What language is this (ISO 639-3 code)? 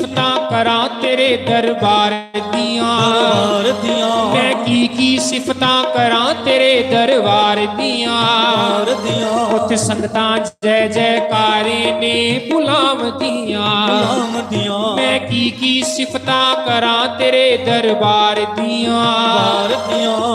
doi